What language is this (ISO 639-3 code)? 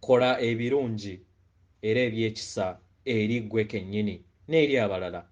lug